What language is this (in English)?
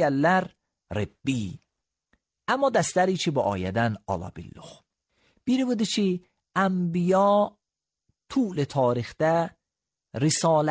Azerbaijani